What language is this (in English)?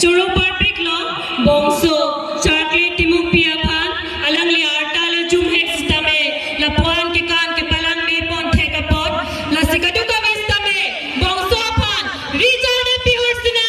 Karbi